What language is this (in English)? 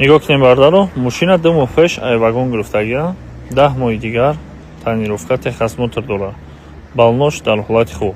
Tajik